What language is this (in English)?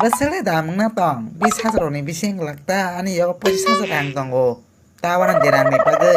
Kok Borok